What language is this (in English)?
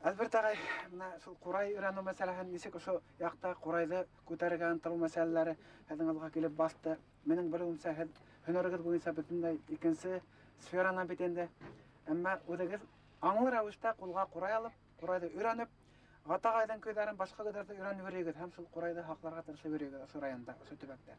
Bashkir